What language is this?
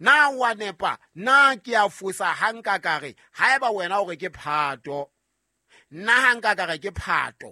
Southern Sotho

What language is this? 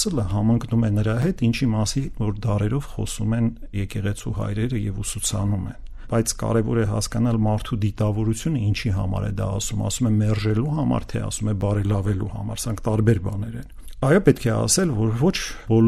Armenian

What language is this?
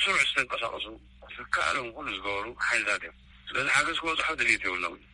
Tigrinya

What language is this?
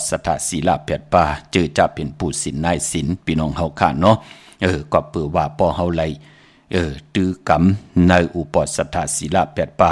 Shan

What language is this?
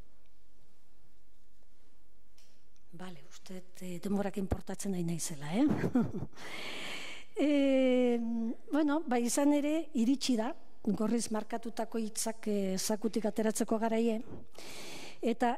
Basque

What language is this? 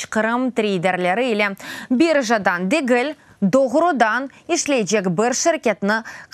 Crimean Tatar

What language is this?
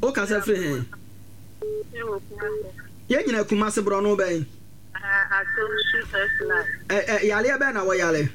Akan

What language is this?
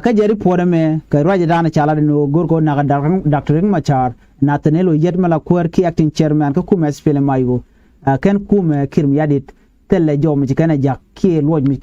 Nuer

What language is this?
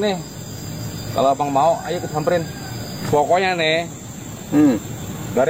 Betawi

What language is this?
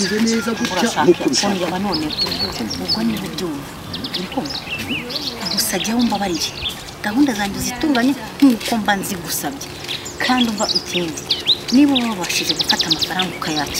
Kinyarwanda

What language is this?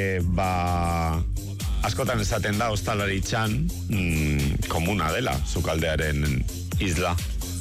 Basque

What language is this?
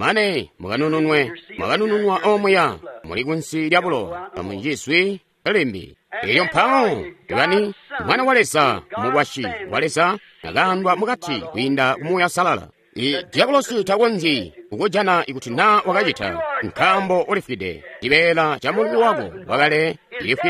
Tonga (Zambia)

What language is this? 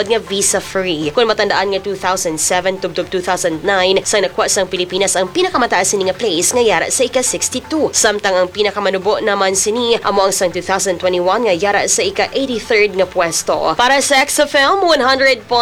Hiligaynon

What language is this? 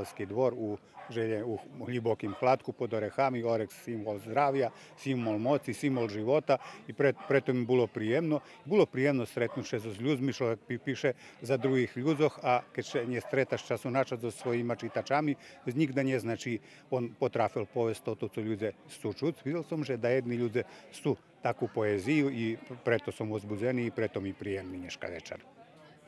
Rusyn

